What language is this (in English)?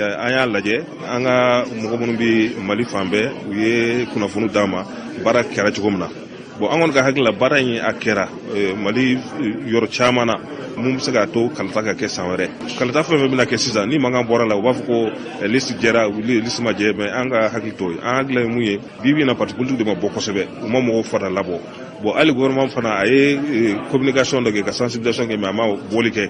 Bambara